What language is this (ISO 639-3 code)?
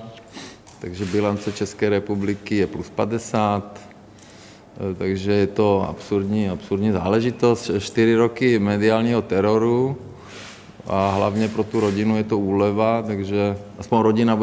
ces